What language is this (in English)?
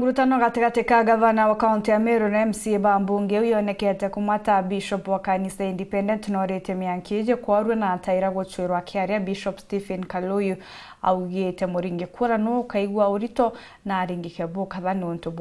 Meru